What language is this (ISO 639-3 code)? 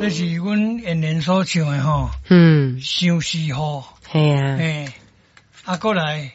nan